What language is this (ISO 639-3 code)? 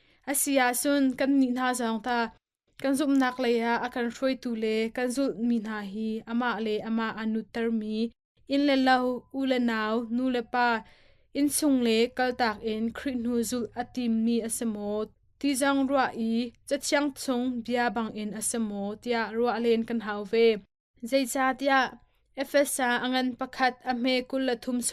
cnh